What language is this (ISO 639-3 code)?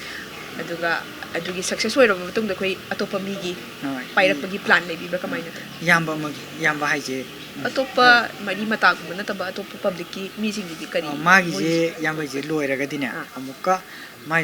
mni